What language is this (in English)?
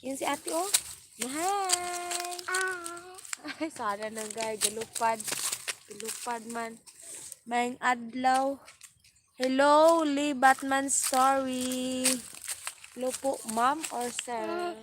Cebuano